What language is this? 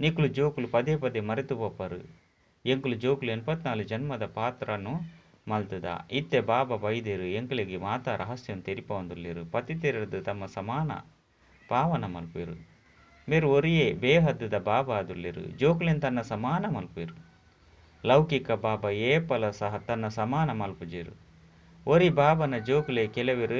Tulu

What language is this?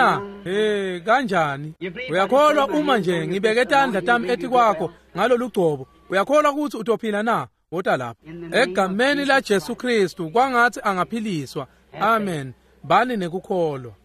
Swati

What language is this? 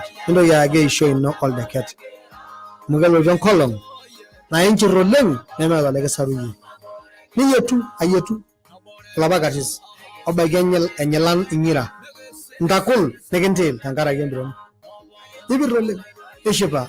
Masai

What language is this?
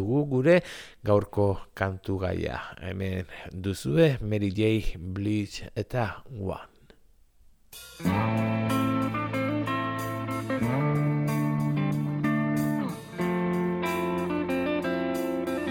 Basque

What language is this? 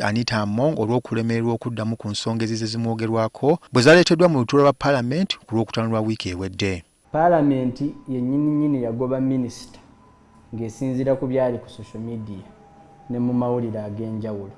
Ganda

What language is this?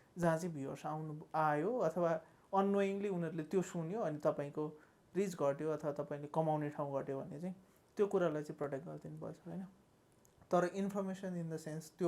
Nepali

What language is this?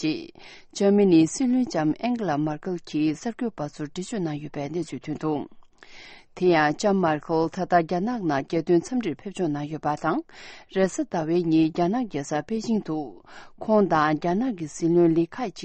Tibetan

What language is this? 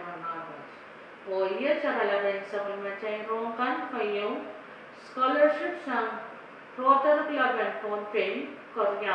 Pohnpeian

